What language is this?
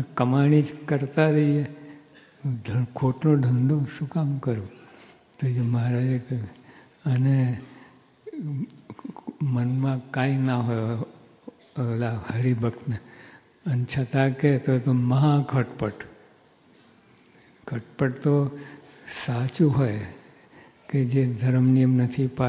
Gujarati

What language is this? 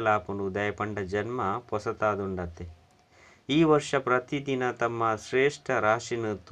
Tulu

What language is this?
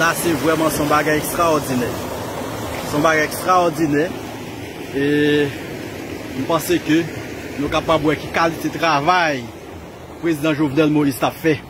Haitian Creole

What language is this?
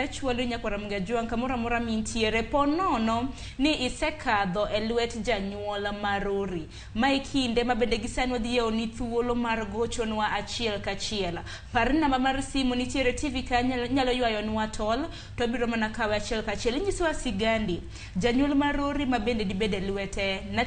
Luo (Kenya and Tanzania)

